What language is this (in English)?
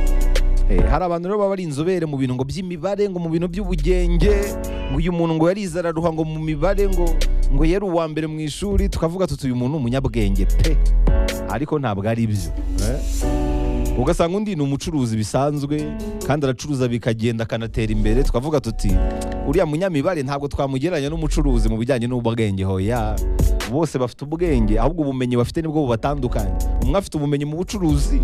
Kinyarwanda